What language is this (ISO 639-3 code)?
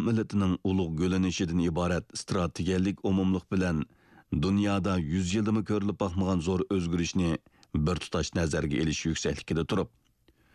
uig